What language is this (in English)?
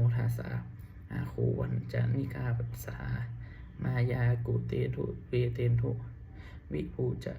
Pali